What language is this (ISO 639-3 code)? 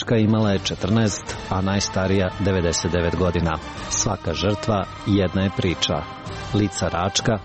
srp